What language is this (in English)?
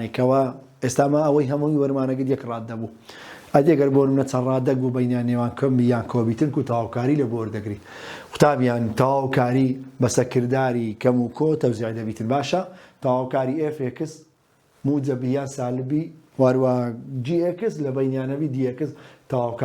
Central Kurdish